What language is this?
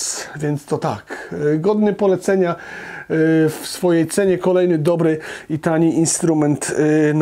Polish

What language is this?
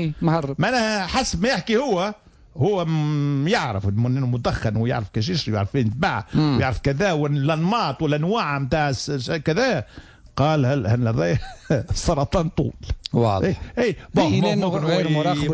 Tunisian Arabic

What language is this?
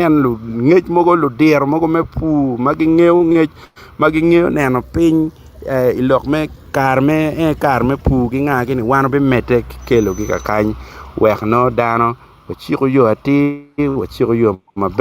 Acoli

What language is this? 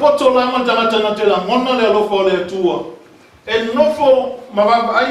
Samoan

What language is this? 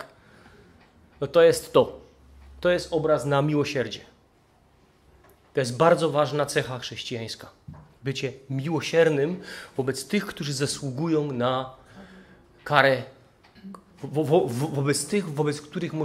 Polish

